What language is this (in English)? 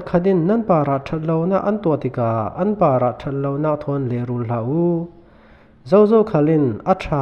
Falam Chin